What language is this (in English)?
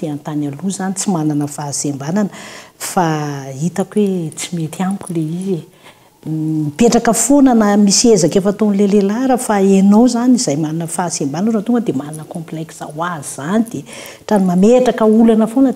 Malagasy